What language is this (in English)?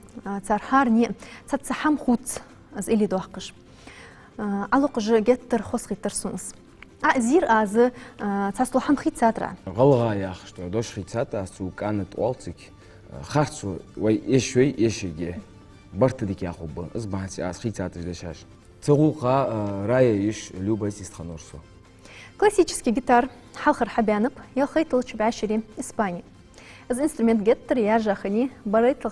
Ingush